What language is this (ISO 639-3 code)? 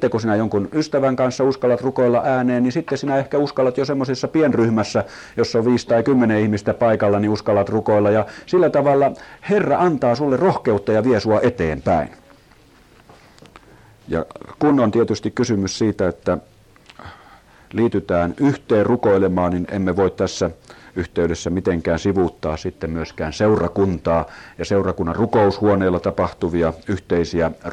fin